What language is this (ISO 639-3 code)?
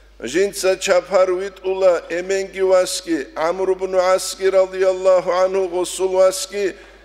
ava